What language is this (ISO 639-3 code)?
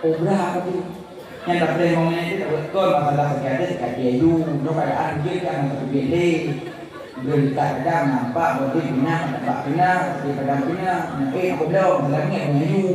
ace